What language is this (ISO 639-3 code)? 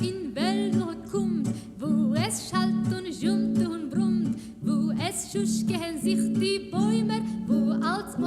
yid